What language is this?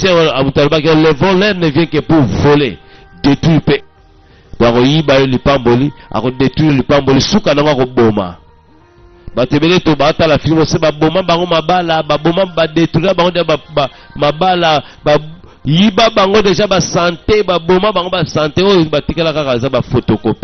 Lingala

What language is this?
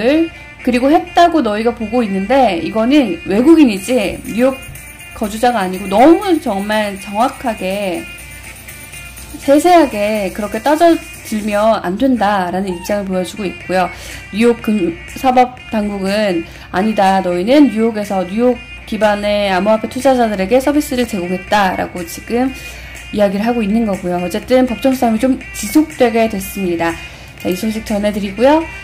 Korean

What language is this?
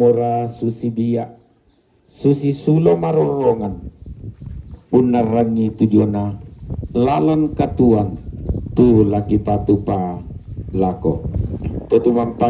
Toraja-Sa'dan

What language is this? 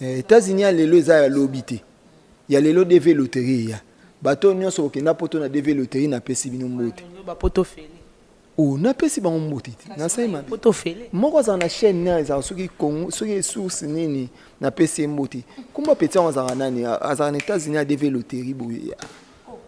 Lingala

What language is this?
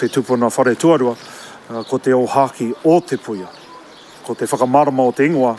Māori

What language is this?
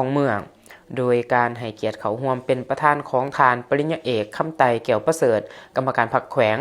Lao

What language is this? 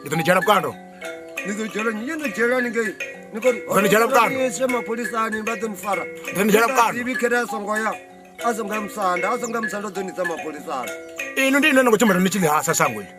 Venda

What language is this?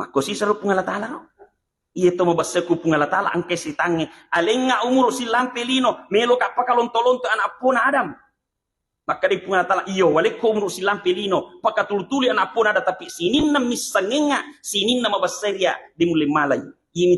Buginese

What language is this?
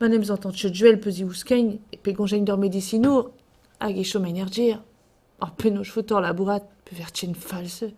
Breton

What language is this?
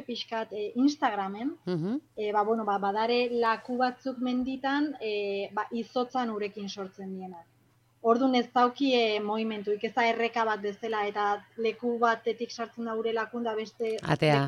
Basque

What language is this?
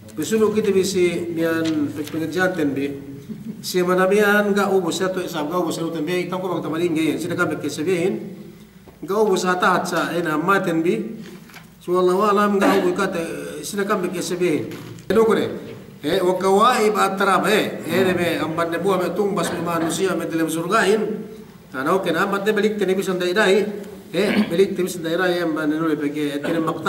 Yakan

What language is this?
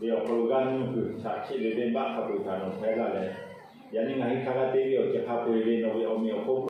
Lahu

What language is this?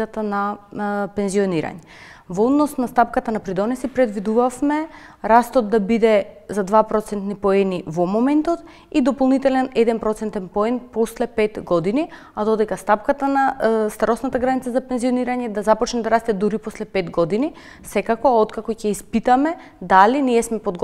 Macedonian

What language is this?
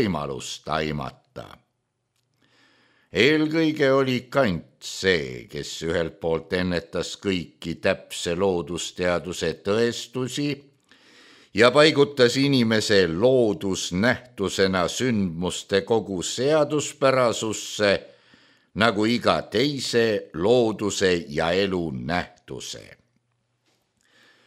Estonian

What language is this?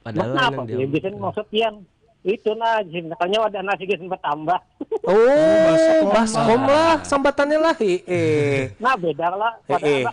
Banjar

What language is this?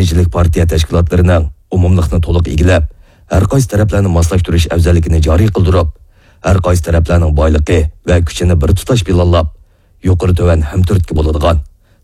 Uyghur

